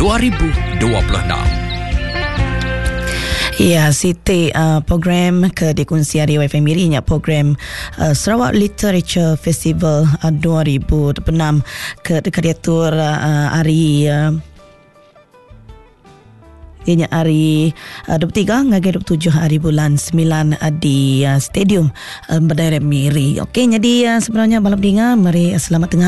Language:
Malay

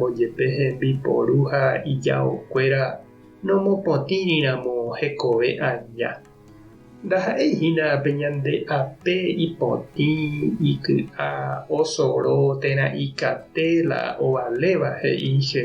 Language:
Guarani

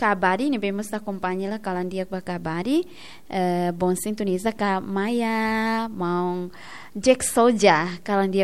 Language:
Tetum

